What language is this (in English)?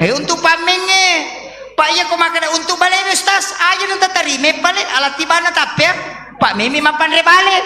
Buginese